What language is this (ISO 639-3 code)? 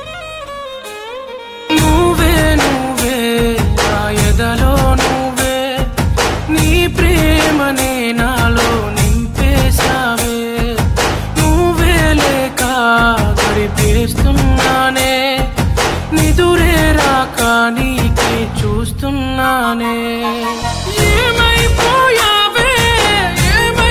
tel